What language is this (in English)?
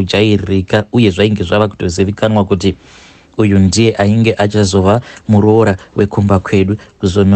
Shona